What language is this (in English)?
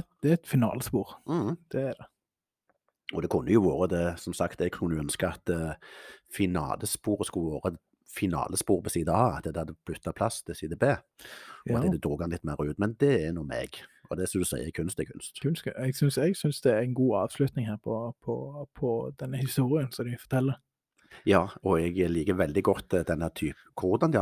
Norwegian